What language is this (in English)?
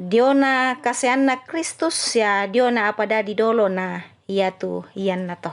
Toraja-Sa'dan